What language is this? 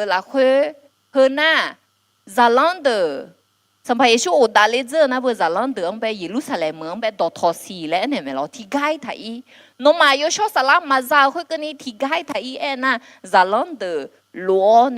Akha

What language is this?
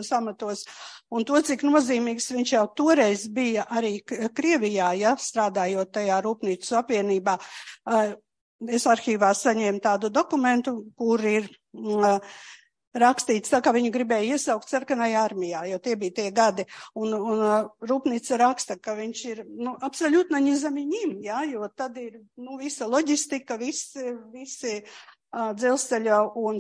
Latvian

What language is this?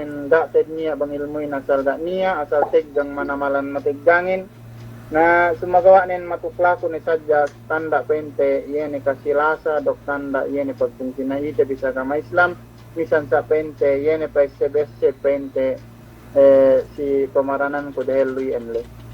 Yakan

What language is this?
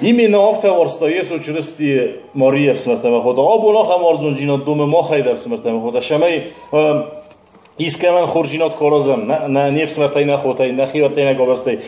Ossetic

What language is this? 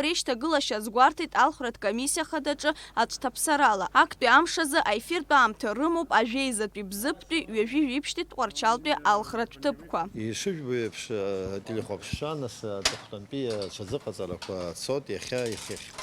Abkhazian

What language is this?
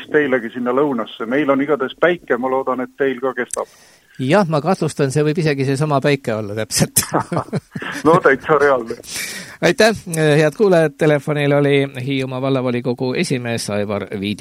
Estonian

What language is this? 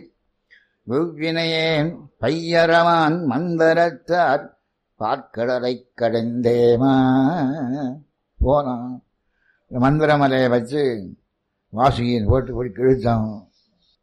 Tamil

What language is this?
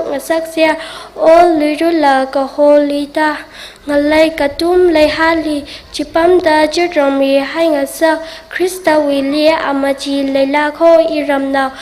Tangkhul Naga (India)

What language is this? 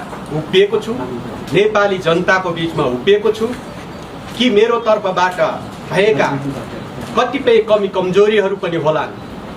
Nepali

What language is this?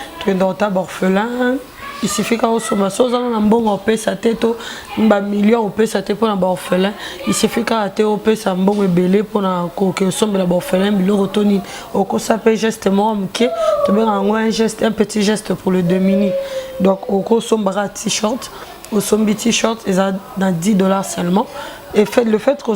Lingala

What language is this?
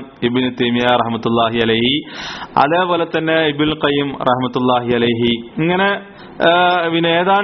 Malayalam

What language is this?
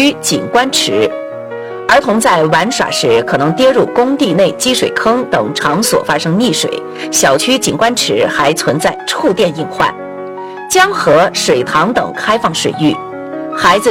Chinese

